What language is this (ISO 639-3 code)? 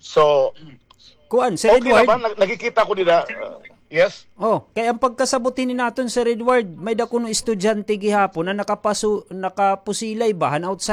war